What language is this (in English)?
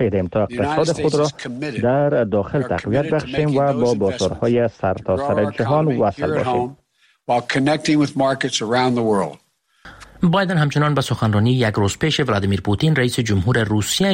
Persian